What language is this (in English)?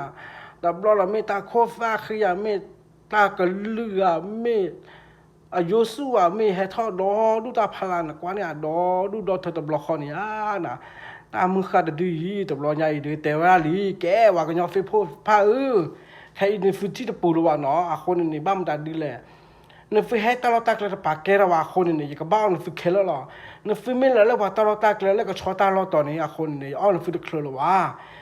S'gaw Karen